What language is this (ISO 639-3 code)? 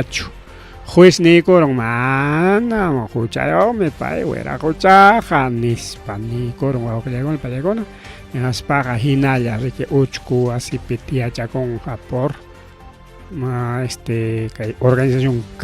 quy